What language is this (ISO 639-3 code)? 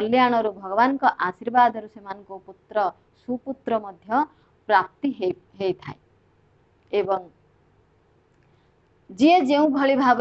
ori